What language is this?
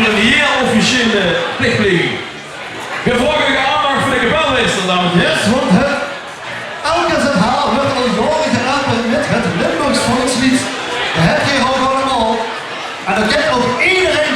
Limburgish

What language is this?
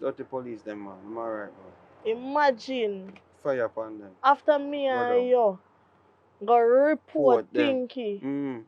Jamaican Creole English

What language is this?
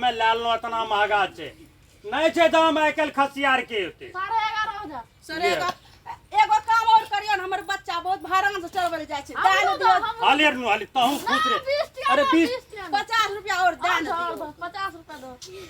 Maithili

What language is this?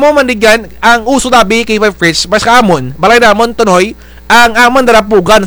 Kinaray-a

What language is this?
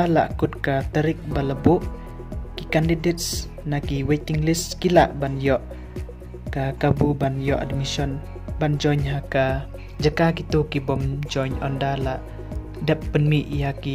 Khasi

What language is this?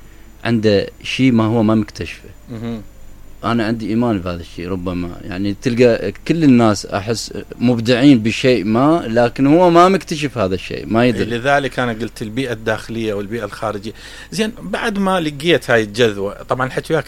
Mesopotamian Arabic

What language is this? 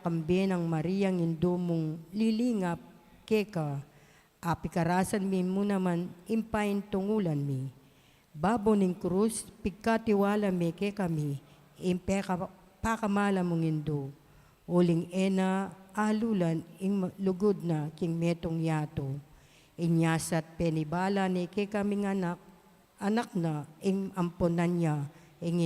Pampanga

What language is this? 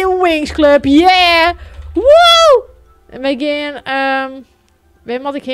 Western Frisian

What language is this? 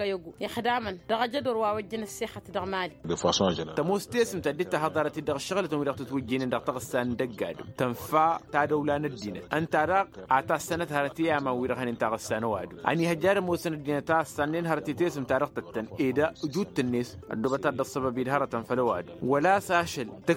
Tamasheq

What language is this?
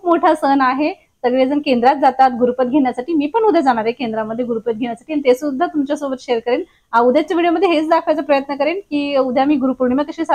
Marathi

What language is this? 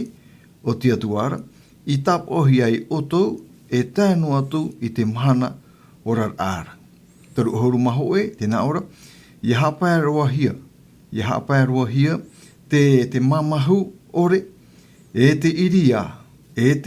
Tahitian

